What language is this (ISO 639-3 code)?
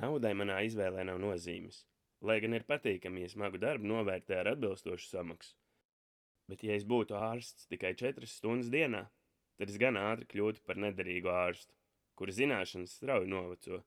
lav